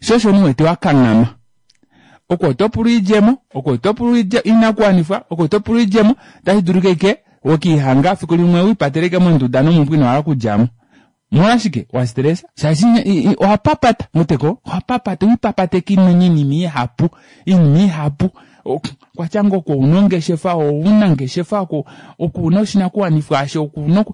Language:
Kuanyama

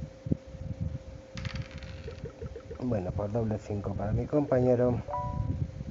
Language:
Spanish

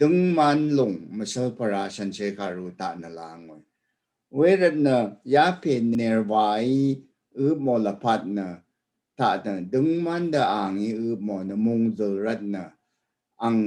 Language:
Rawang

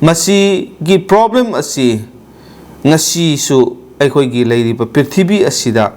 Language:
Manipuri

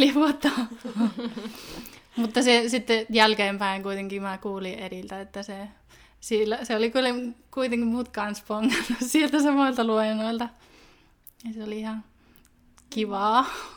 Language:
Finnish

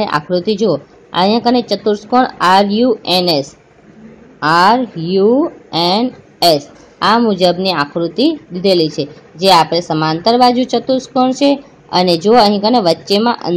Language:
Gujarati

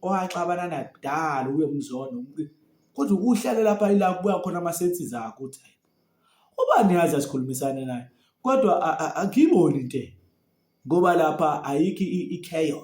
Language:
Zulu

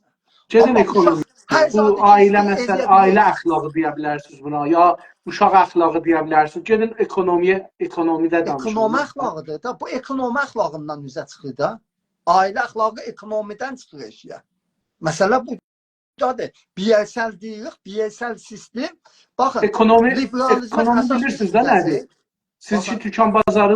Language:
South Azerbaijani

